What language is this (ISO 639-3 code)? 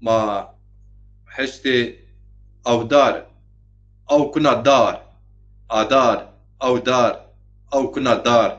zza